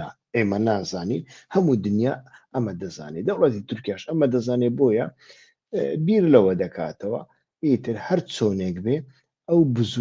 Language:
Central Kurdish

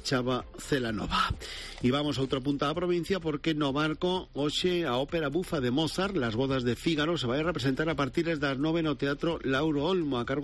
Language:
Galician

